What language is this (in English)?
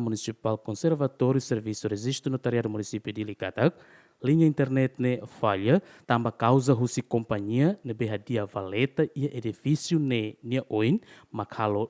Tetum